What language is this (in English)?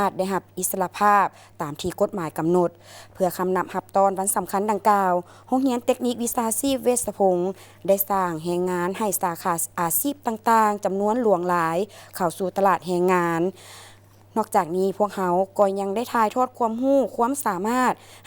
Lao